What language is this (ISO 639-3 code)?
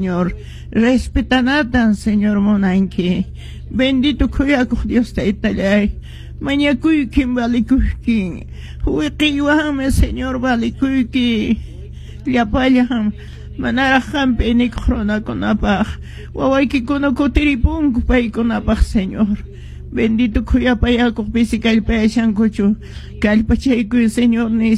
que